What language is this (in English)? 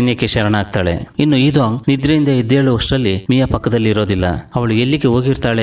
Kannada